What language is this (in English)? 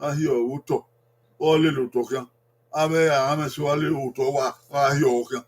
Bini